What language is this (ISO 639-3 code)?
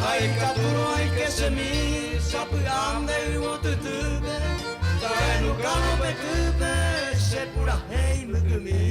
grn